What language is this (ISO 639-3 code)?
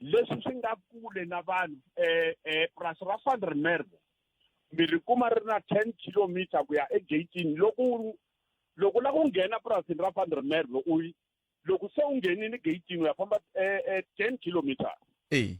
tso